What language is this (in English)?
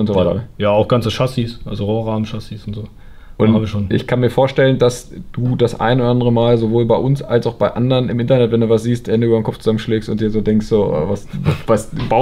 German